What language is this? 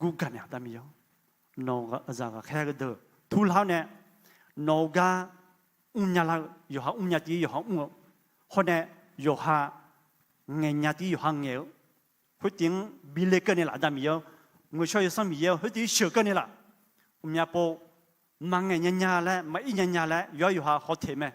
Akha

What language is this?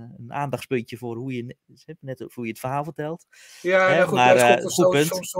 Dutch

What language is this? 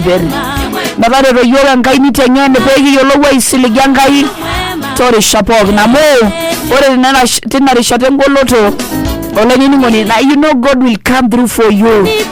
Masai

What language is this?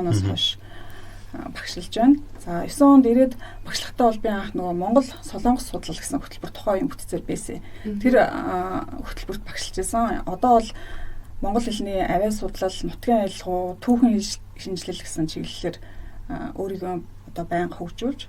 Mongolian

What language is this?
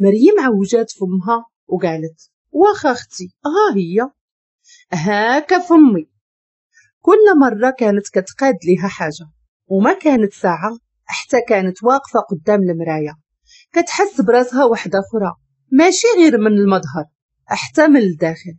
Moroccan Arabic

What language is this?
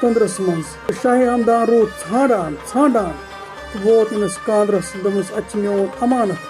Kashmiri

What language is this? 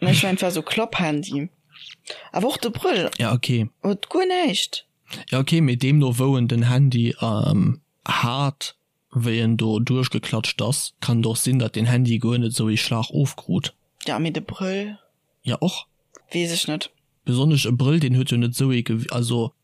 Luxembourgish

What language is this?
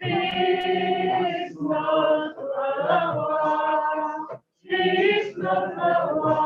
Kabyle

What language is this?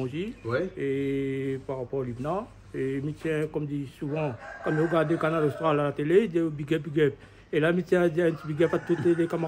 Réunion Creole French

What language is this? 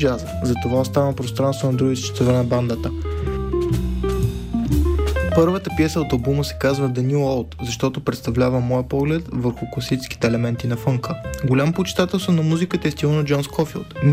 Bulgarian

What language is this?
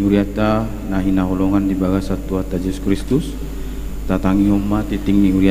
Batak Toba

